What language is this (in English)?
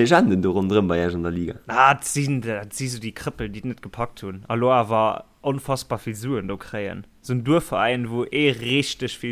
Luxembourgish